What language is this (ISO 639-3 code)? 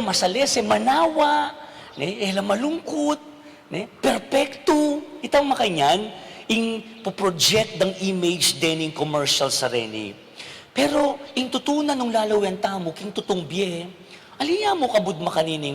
pam